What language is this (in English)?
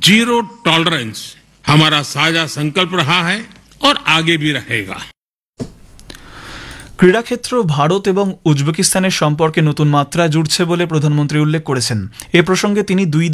Bangla